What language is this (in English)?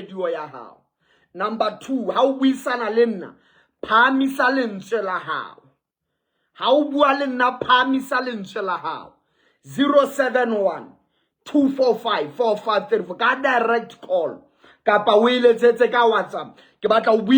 Southern Sotho